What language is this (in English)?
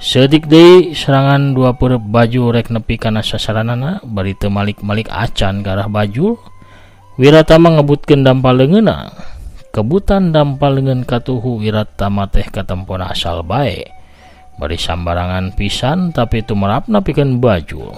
Sundanese